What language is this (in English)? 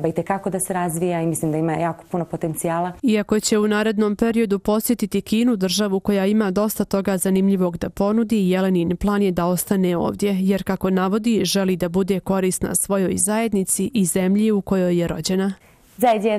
Bosnian